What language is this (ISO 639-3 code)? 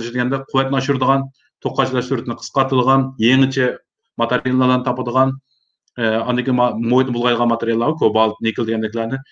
uig